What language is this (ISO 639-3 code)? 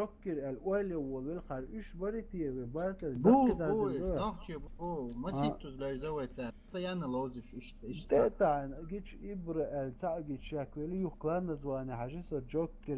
che